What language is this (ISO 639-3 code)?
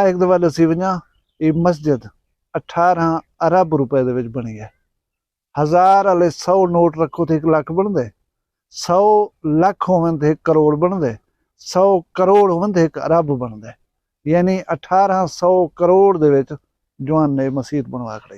skr